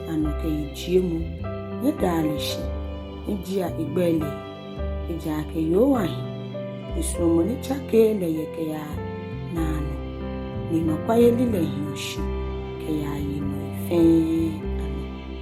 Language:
Ga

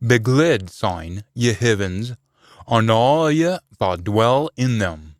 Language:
Scots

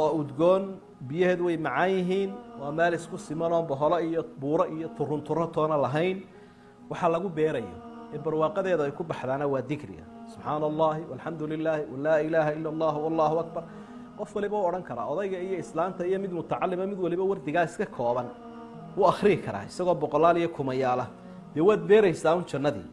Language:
Somali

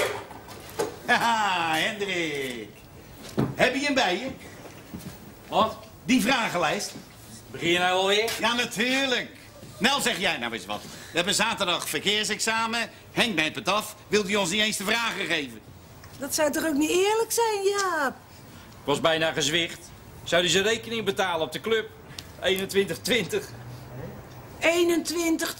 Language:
Dutch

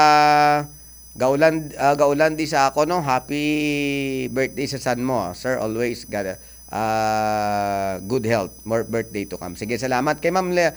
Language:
Hiligaynon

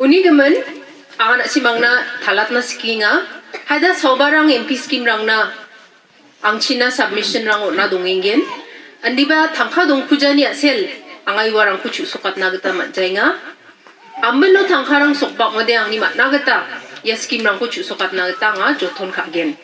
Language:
Garo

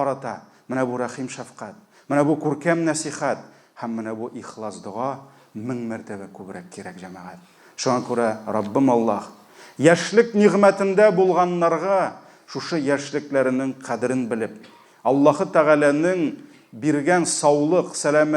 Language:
Tatar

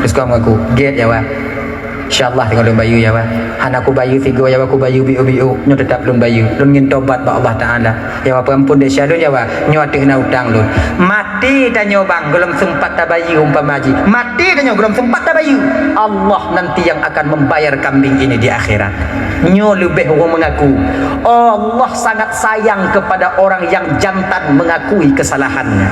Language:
Achinese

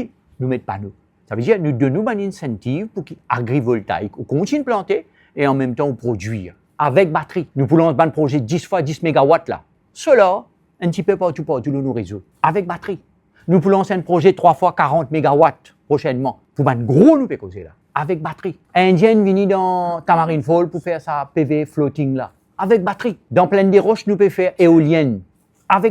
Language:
Morisyen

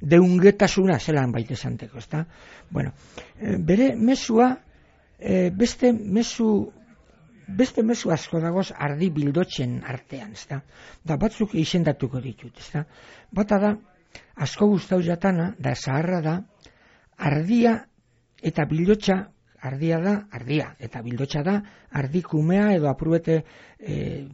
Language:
Basque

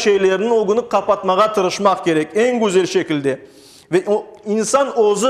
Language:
Crimean Tatar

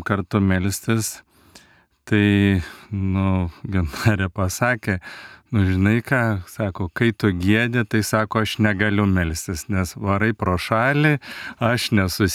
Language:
Lithuanian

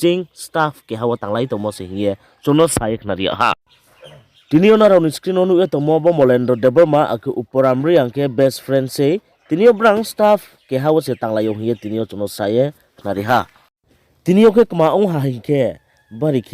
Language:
Riang (India)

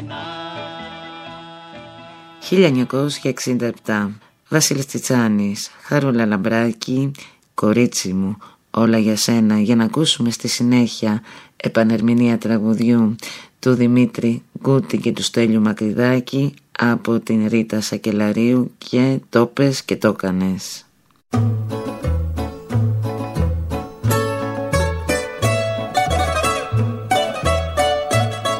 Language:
Greek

